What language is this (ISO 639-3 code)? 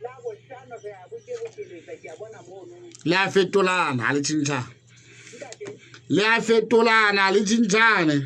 sot